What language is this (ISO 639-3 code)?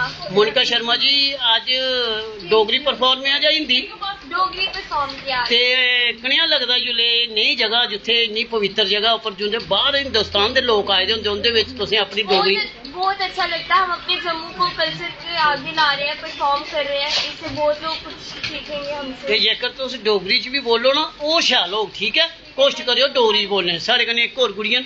doi